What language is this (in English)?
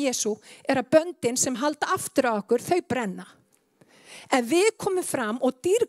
Icelandic